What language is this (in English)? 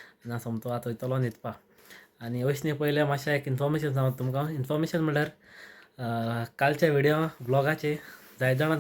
Konkani